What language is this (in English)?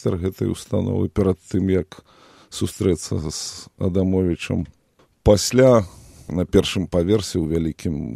Belarusian